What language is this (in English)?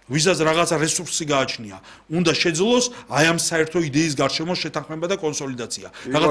Georgian